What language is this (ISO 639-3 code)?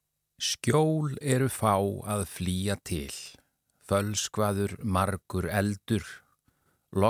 isl